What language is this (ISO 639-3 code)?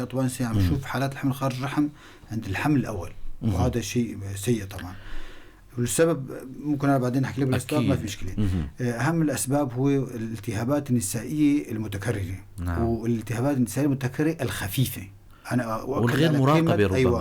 apc